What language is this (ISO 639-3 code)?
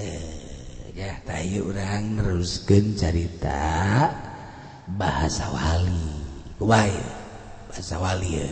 sun